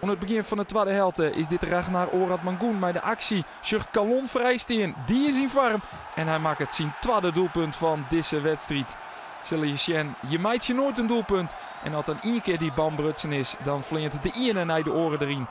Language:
Western Frisian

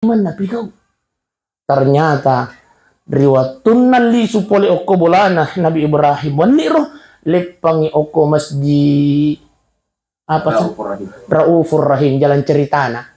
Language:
Buginese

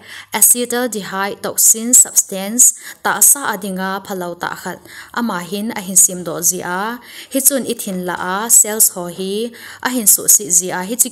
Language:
Thado Chin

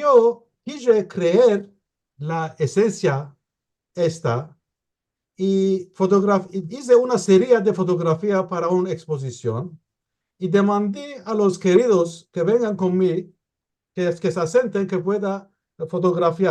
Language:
Ladino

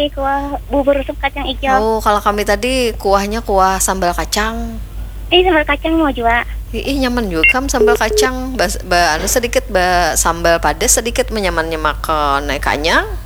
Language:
Banjar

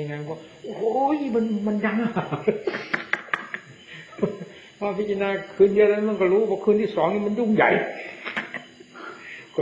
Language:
Thai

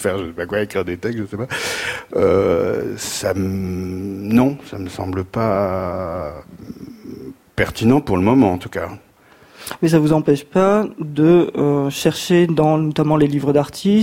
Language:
French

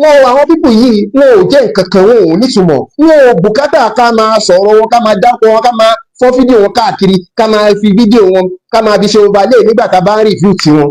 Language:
Yoruba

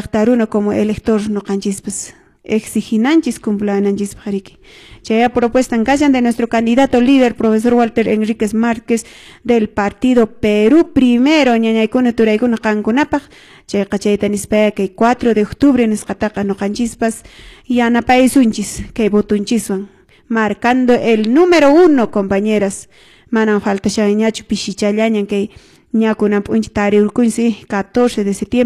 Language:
Quechua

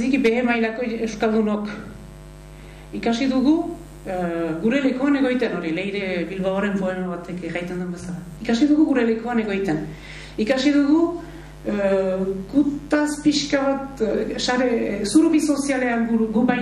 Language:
Basque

